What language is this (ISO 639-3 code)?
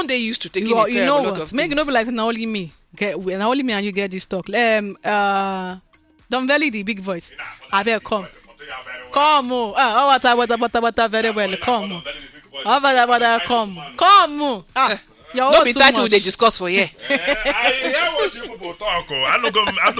pcm